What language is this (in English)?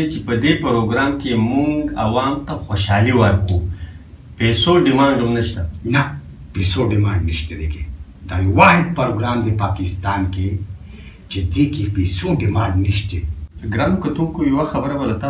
Pashto